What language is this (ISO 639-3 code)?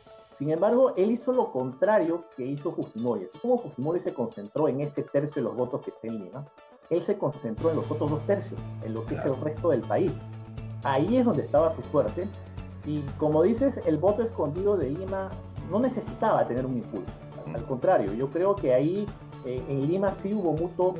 spa